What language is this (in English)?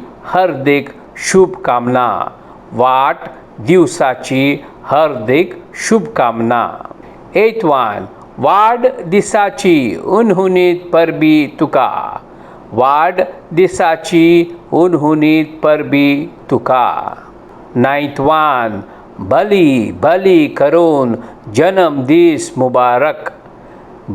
Konkani